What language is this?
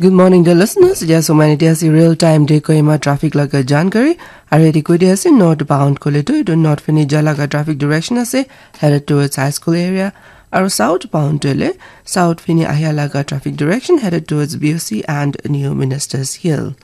Naga Pidgin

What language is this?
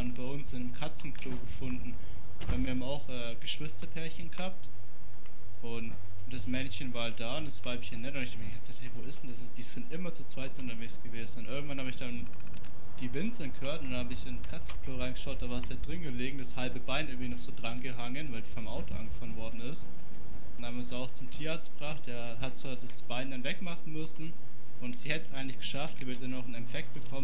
Swiss German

